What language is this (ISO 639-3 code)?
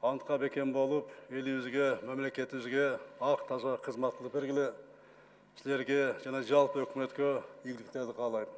kir